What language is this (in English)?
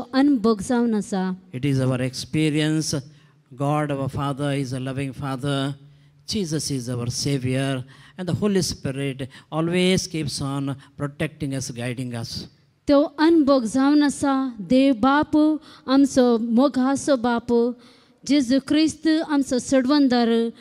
Konkani